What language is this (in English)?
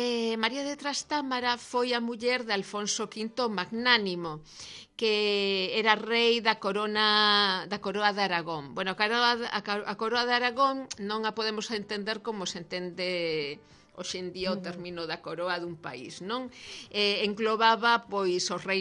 Galician